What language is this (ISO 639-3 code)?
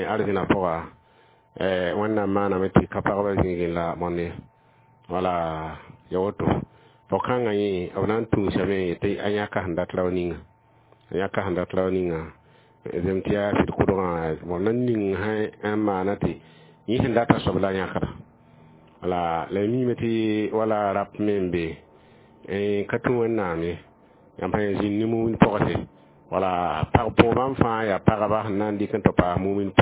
mos